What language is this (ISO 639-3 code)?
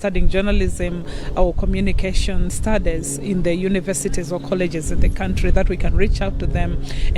eng